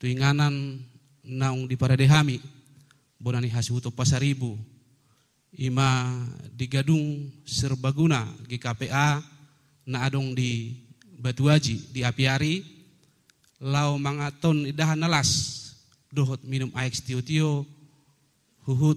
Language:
Batak Toba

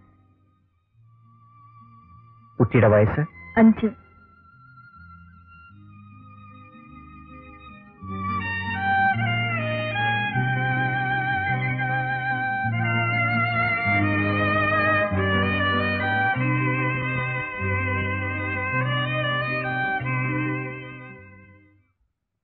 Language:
Malayalam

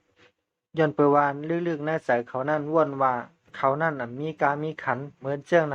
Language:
Shan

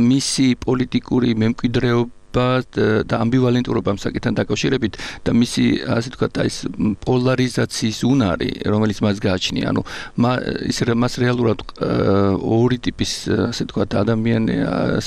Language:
Georgian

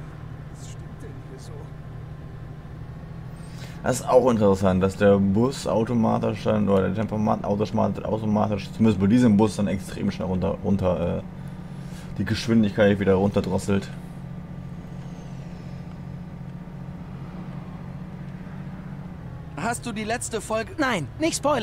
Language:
German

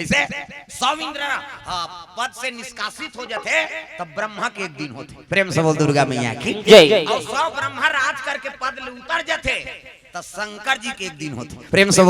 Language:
Chhattisgarhi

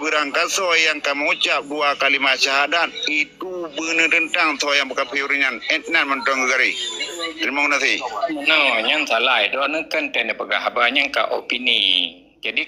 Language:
Achinese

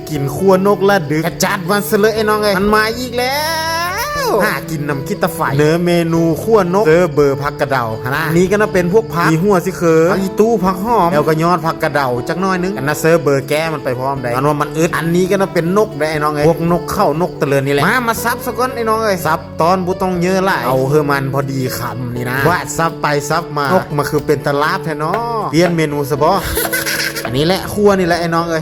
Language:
Lao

